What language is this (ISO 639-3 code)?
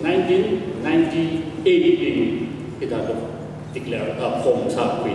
nmf